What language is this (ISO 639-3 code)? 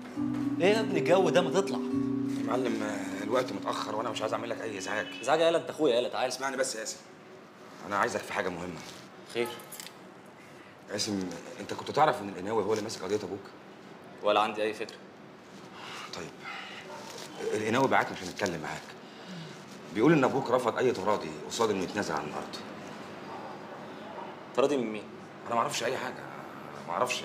arz